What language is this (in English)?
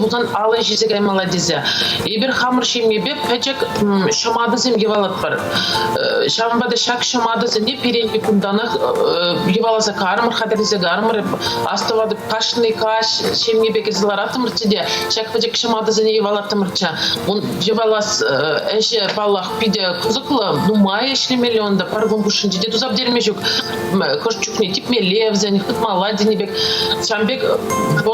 Chuvash